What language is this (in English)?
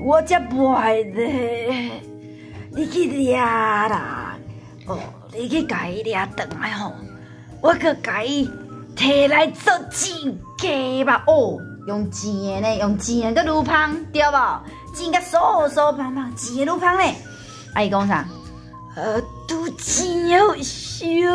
Min Nan Chinese